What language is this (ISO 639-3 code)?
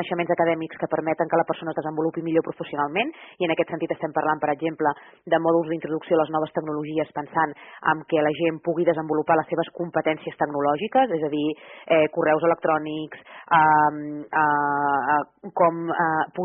cat